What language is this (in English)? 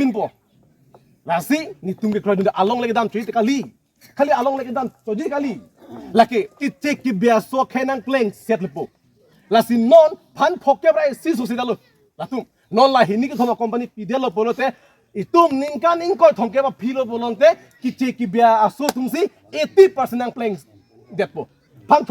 Karbi